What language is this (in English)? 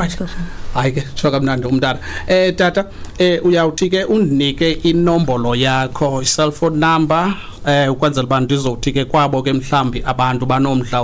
Xhosa